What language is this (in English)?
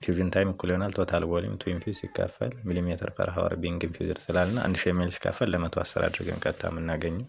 Amharic